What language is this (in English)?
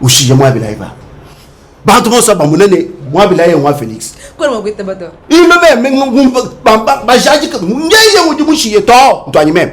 Luba-Lulua